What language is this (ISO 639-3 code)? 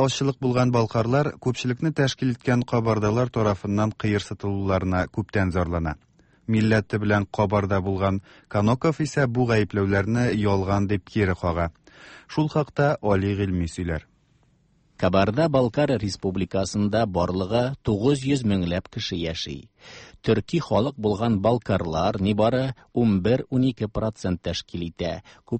tat